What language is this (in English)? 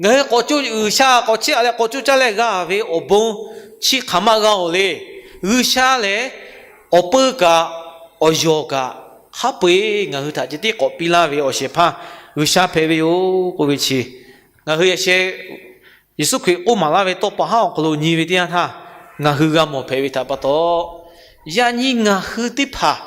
Lahu